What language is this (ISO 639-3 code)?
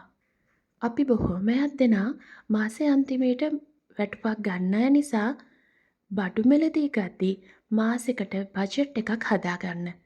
sin